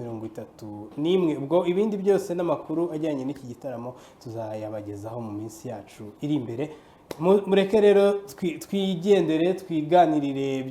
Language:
Kinyarwanda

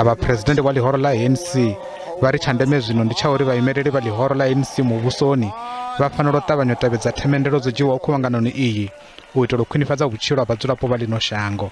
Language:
Venda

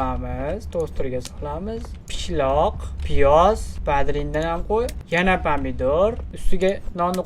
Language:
Uzbek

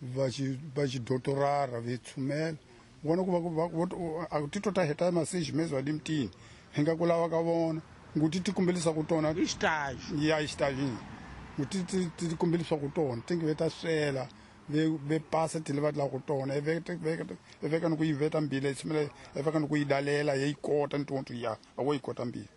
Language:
Tsonga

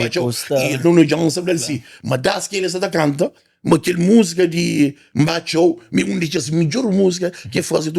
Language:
Kabuverdianu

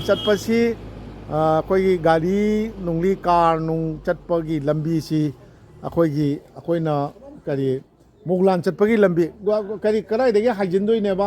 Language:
Manipuri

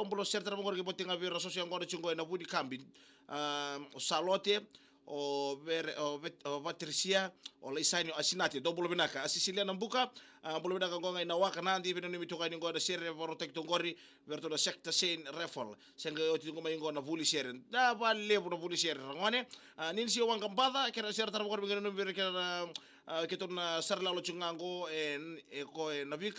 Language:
Fijian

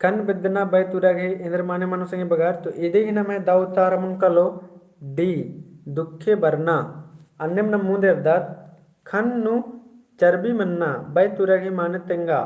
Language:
Kurukh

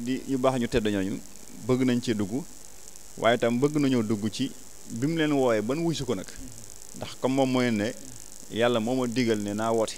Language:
Wolof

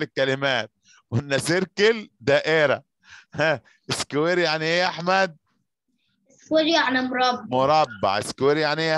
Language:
Egyptian Arabic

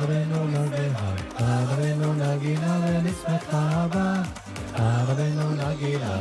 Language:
Yiddish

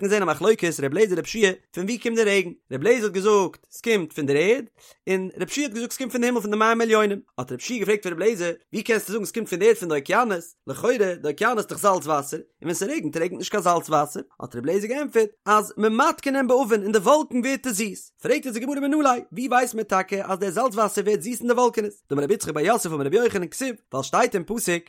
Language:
Yiddish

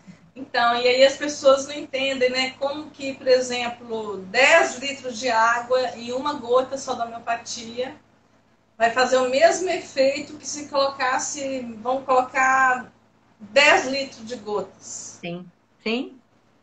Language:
Portuguese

